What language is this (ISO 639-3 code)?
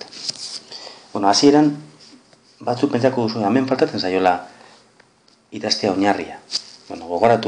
eus